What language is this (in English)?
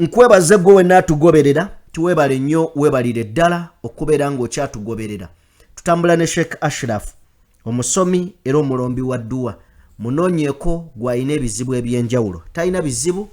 Ganda